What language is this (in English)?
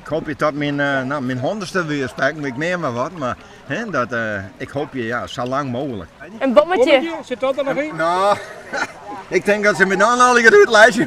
Western Frisian